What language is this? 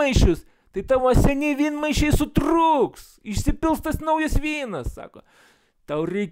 Lithuanian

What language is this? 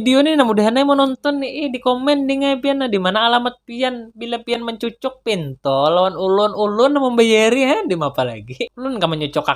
Banjar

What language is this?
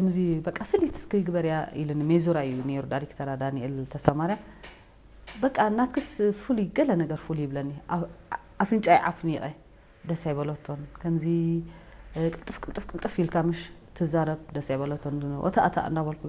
Tigrinya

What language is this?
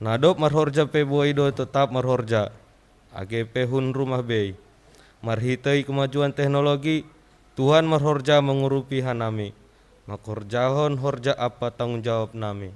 Batak Simalungun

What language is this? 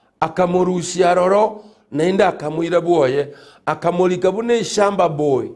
Gusii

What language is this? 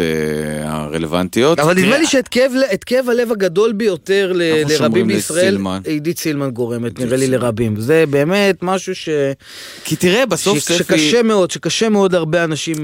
Hebrew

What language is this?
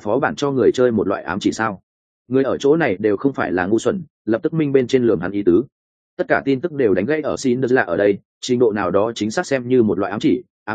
Vietnamese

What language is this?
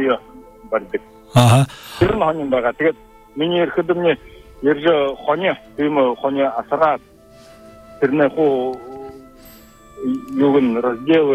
Buriat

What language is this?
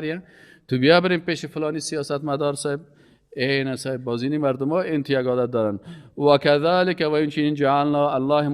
Persian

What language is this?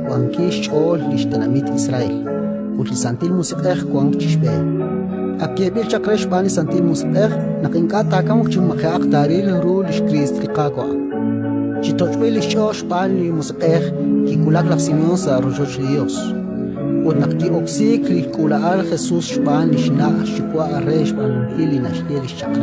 Kekchí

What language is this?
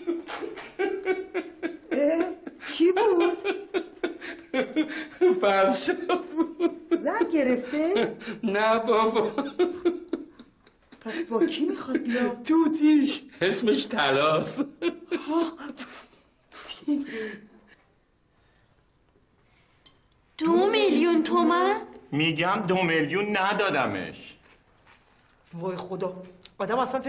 Persian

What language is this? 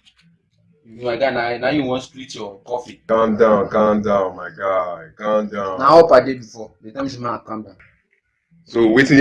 Nigerian Pidgin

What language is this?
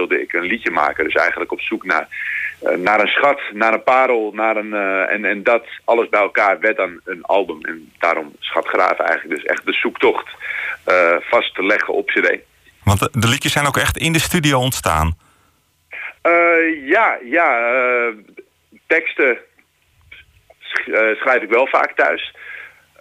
Dutch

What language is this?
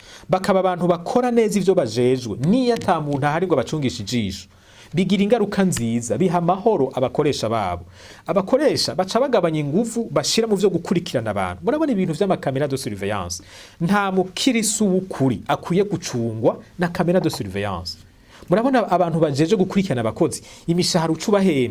Rundi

